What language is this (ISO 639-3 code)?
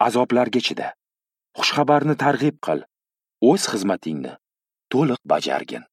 uzb